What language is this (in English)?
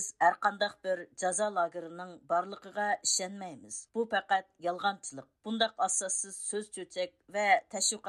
Uyghur